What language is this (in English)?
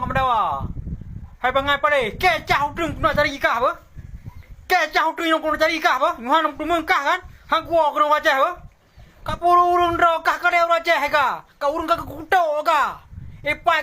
Achinese